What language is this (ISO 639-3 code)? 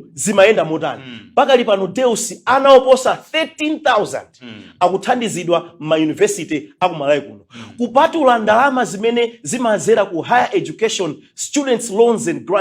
nya